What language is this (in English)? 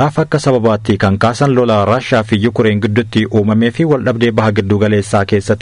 Oromo